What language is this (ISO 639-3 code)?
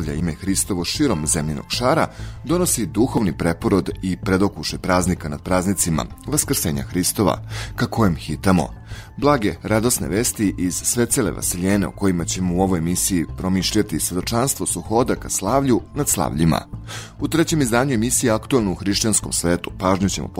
srp